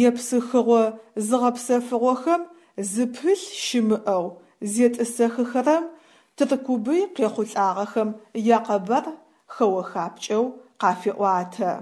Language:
Adyghe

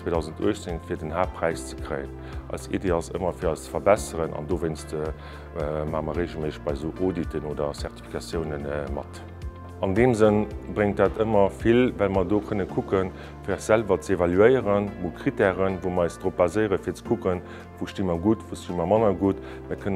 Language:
Luxembourgish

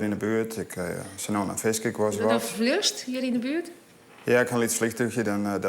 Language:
Western Frisian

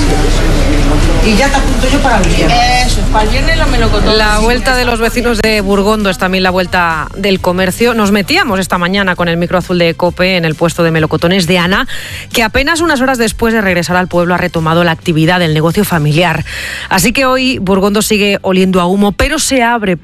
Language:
Spanish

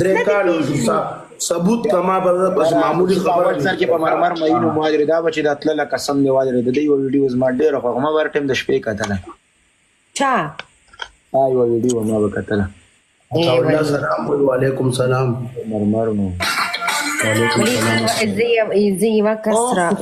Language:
Pashto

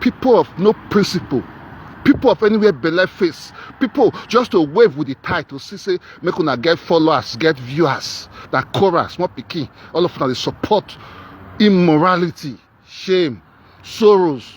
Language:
Nigerian Pidgin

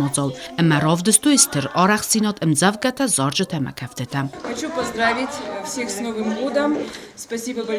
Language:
Ossetic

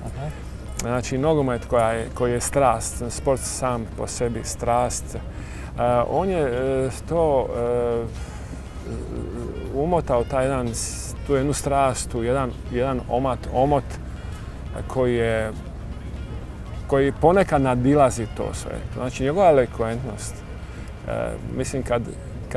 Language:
Croatian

